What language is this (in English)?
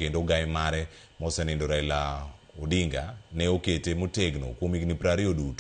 Luo (Kenya and Tanzania)